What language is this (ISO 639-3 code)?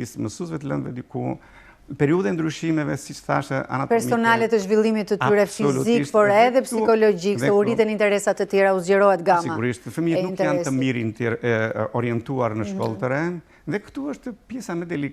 sqi